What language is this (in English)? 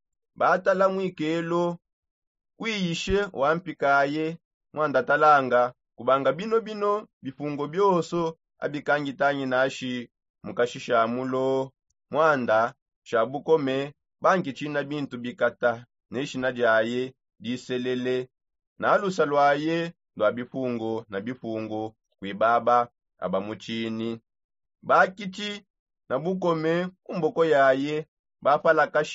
Songe